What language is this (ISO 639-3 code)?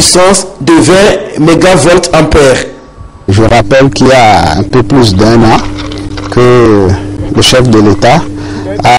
fra